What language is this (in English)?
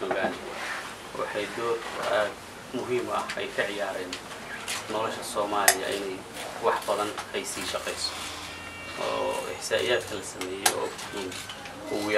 Somali